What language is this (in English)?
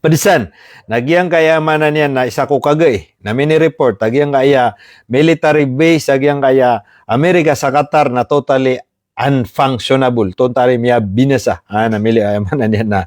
Maranao